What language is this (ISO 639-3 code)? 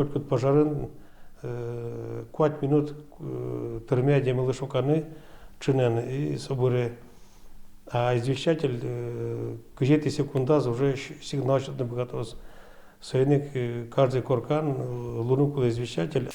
udm